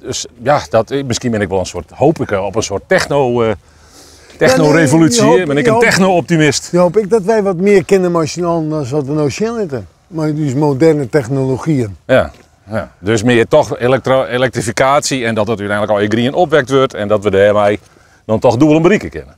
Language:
Western Frisian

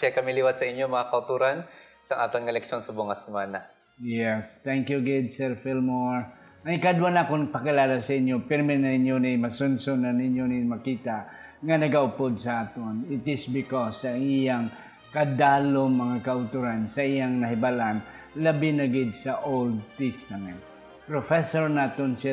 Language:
Hiligaynon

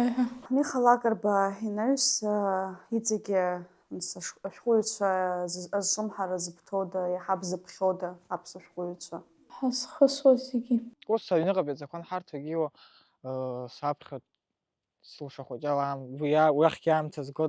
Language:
Abkhazian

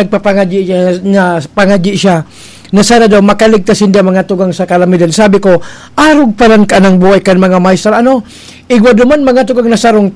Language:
Bikol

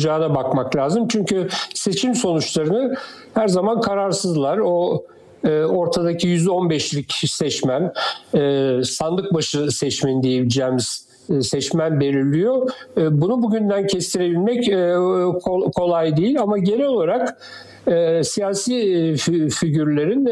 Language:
Turkish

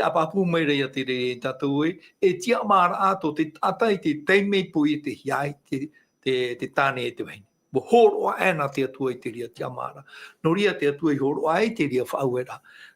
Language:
Tahitian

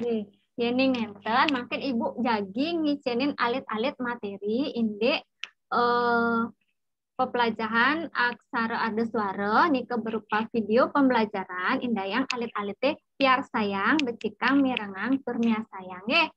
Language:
Balinese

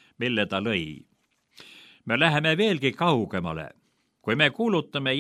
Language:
Estonian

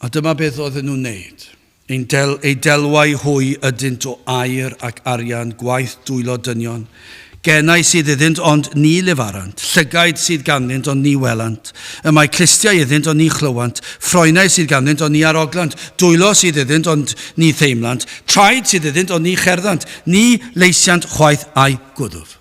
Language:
Welsh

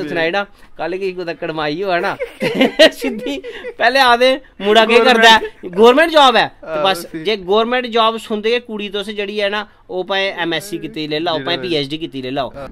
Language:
Dogri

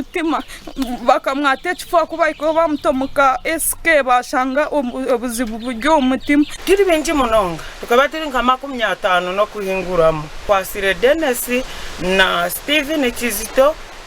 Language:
Nyankole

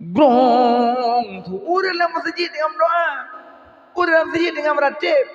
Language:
Achinese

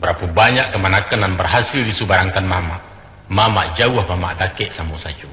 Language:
Minangkabau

